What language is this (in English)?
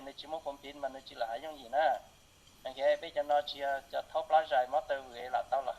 Hmong